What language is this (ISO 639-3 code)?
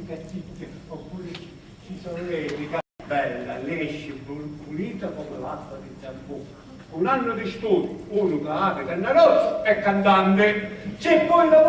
scn